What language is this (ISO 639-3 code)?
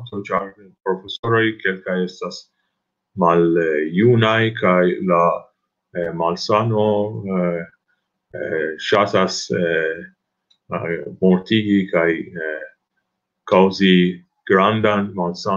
epo